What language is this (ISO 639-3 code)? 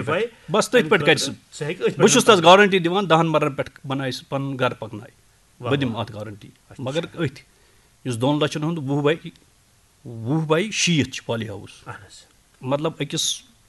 kas